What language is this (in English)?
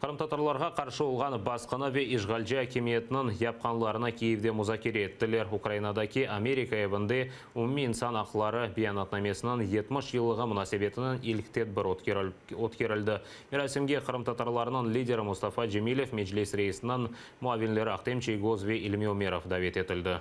Crimean Tatar